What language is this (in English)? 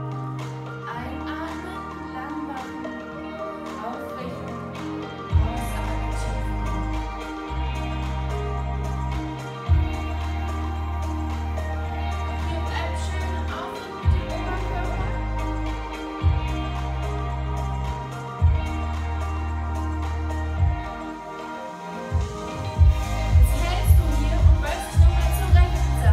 German